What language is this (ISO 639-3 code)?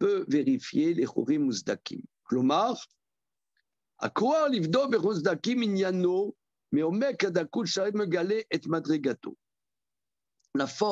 fra